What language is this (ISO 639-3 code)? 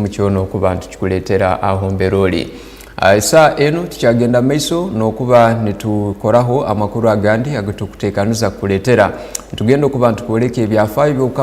ttj